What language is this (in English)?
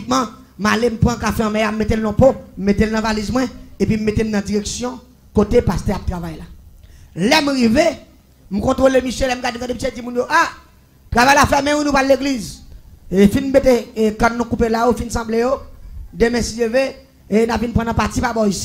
Haitian Creole